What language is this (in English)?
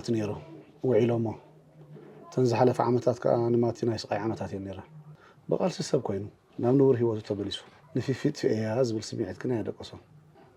Tigrinya